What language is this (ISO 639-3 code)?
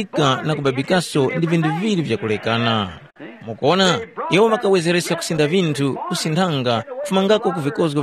tum